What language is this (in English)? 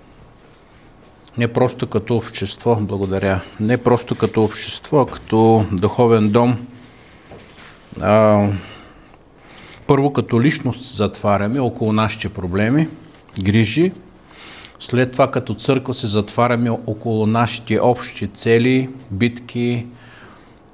Bulgarian